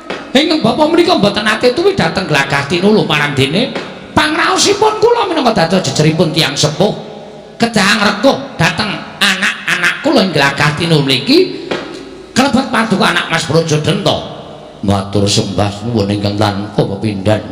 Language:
Javanese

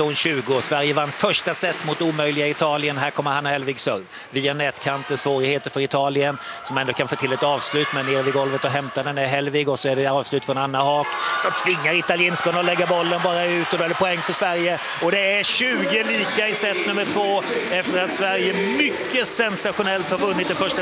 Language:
Swedish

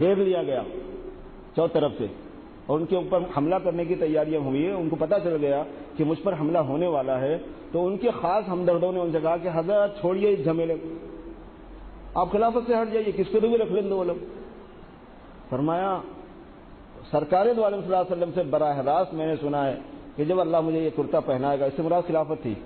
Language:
Urdu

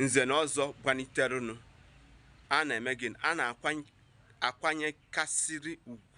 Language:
Igbo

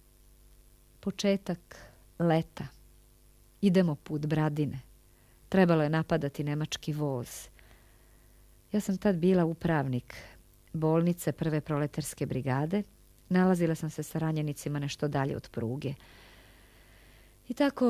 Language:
Serbian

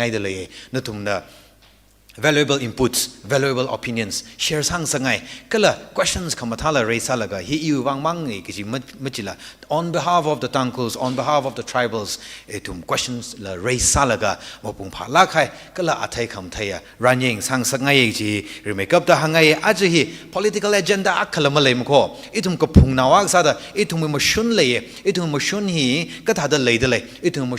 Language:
Tangkhul Naga (India)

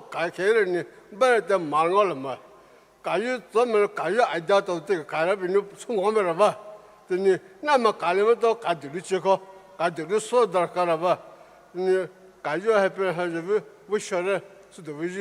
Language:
Poumei Naga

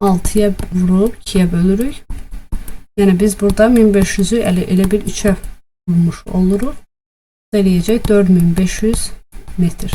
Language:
Azerbaijani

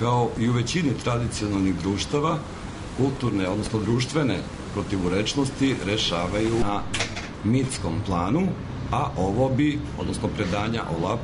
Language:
Serbian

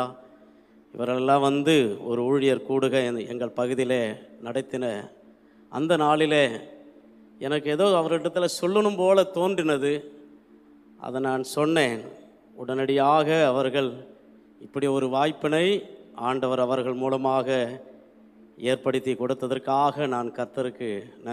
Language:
Tamil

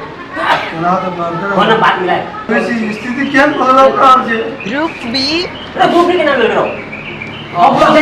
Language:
Maithili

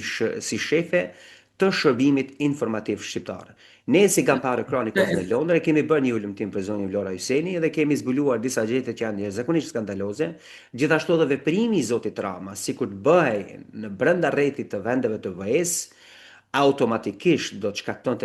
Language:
Albanian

